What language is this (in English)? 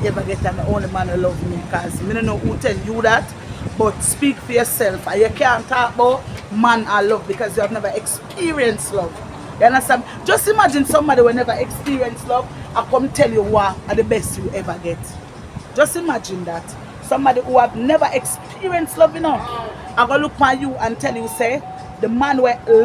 Jamaican Creole English